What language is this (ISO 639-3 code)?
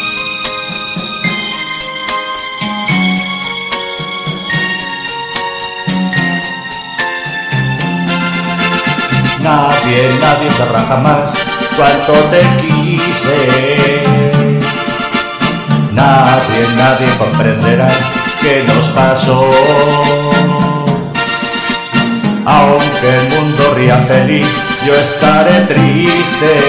spa